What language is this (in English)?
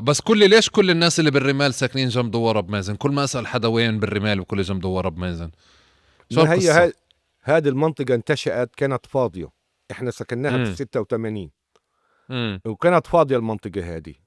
North Levantine Arabic